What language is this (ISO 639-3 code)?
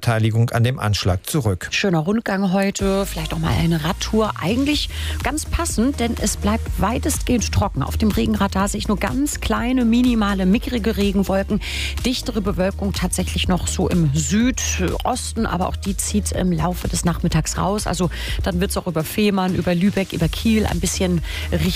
deu